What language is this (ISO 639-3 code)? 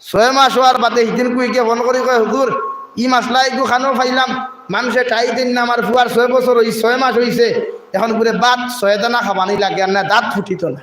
syl